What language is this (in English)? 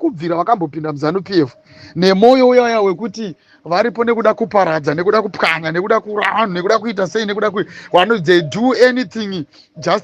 Shona